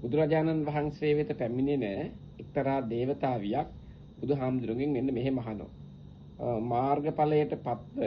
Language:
Sinhala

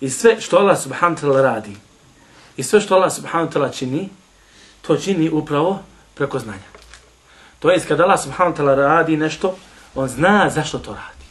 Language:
Bosnian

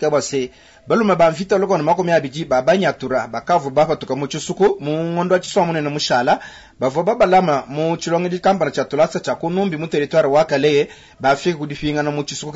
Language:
Luba-Lulua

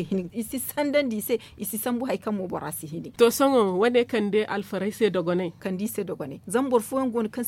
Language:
Zarma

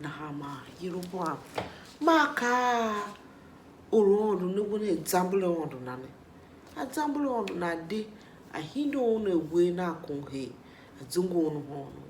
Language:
Tiv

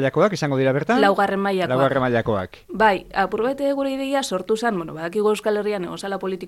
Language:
Basque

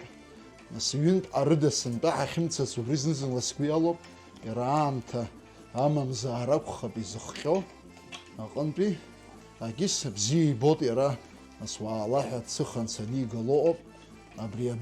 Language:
Abkhazian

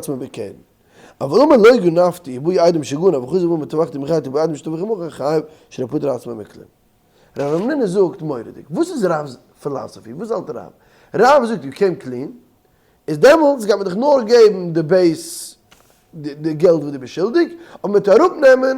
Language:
Yiddish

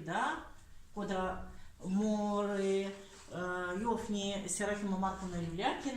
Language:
Erzya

